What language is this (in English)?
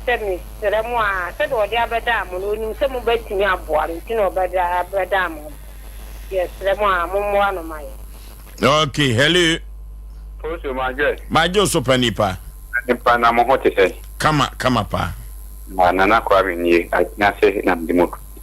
Akan